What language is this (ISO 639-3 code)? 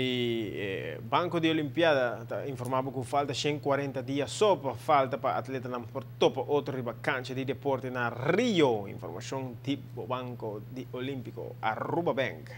pap